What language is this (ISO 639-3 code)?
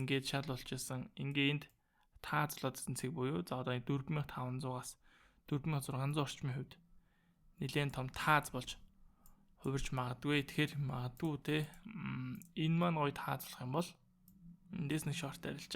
mon